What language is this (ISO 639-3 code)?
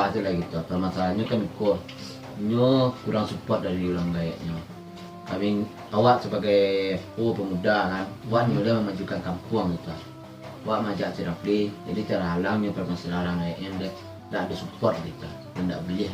min